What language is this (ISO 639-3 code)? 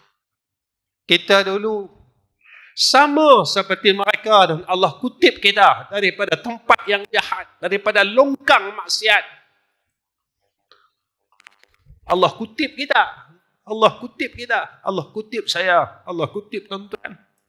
msa